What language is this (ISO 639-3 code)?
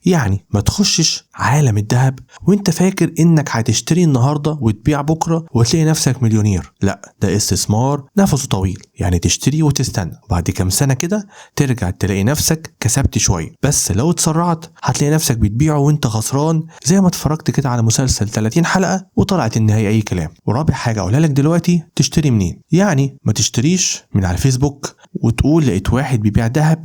arz